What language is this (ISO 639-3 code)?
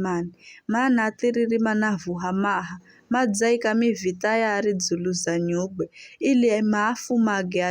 nyf